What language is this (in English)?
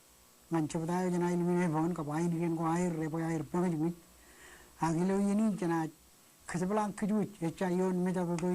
Marshallese